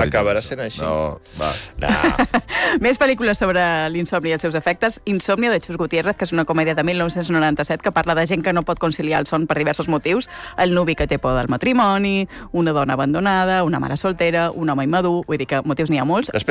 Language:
Catalan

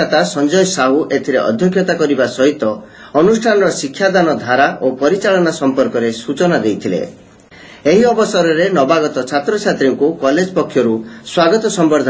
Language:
Odia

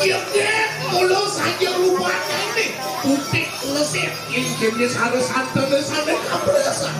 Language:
Balinese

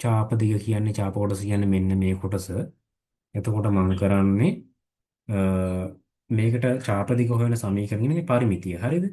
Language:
Sinhala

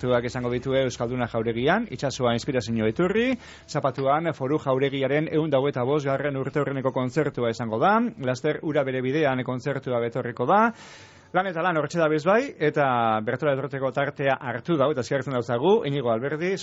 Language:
Basque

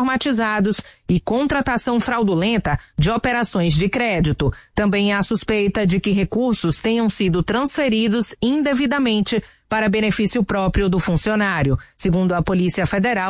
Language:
Portuguese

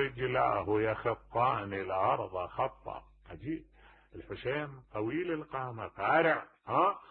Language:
Mesopotamian Arabic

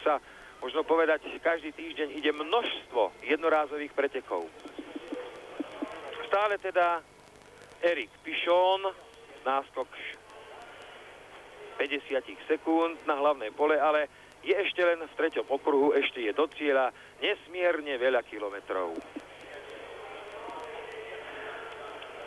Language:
Slovak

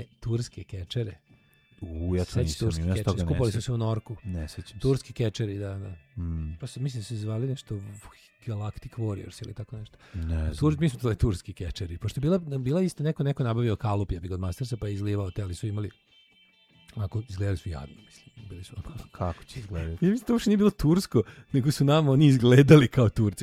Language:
Serbian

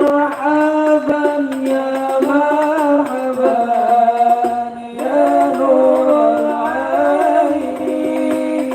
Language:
Betawi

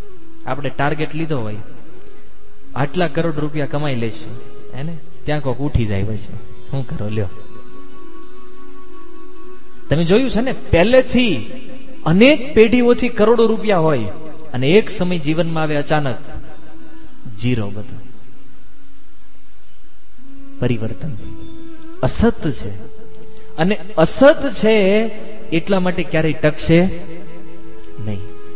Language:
Gujarati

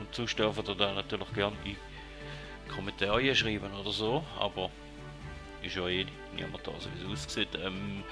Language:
Swiss German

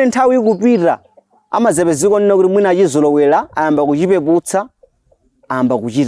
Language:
Nyanja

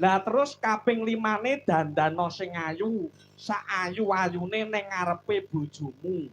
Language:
Javanese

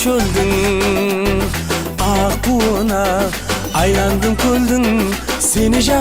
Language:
Kara-Kalpak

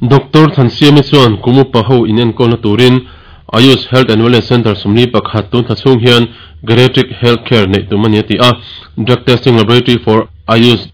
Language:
Mizo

